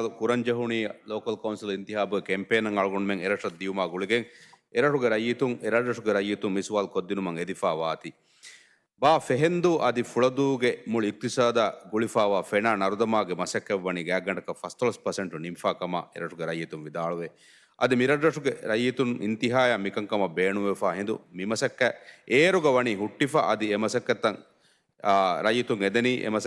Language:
Divehi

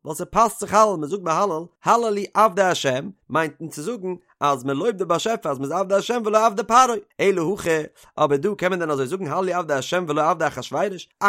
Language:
Yiddish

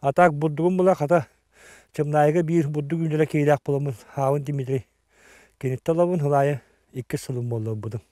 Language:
Yakut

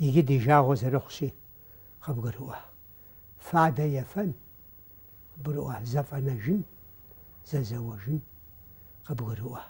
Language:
Kabardian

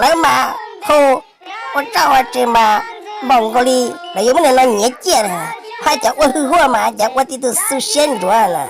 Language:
Hmong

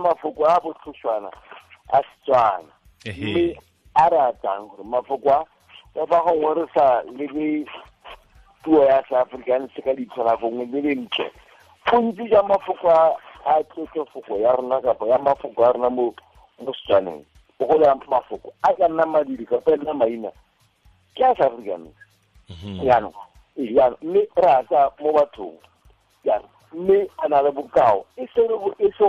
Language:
Tswana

